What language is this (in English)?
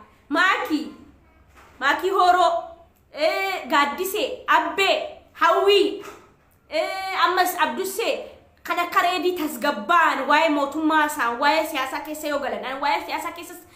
Oromo